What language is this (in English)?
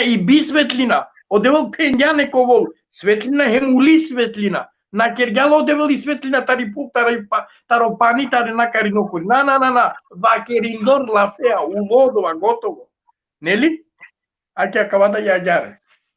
Balkan Romani